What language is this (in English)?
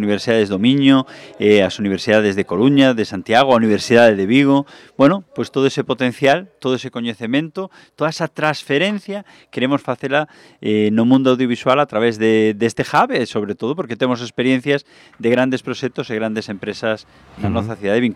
Galician